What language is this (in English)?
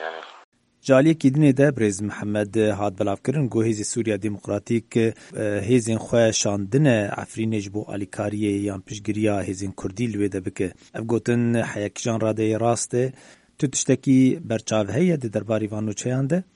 Kurdish